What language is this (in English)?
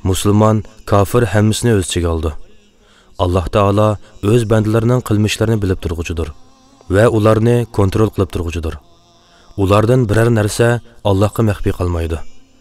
Uyghur